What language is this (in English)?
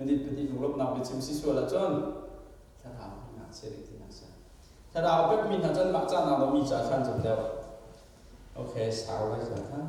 Hakha Chin